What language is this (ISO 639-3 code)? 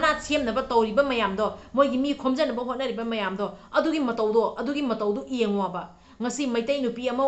mni